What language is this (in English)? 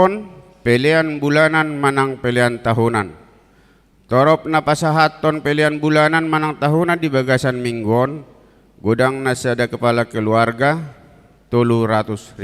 Batak Toba